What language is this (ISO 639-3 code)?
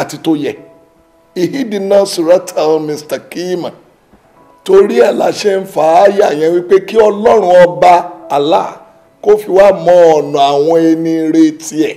yor